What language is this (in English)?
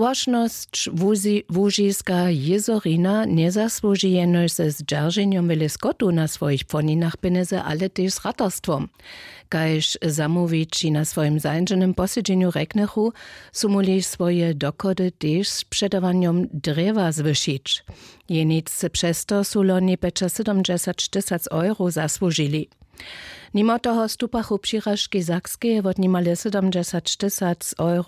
Upper Sorbian